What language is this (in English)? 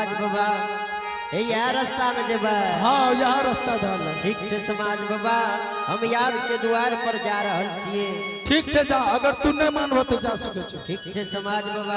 Angika